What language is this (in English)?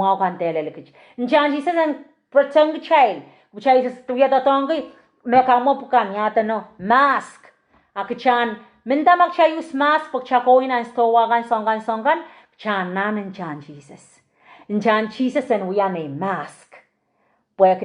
Pohnpeian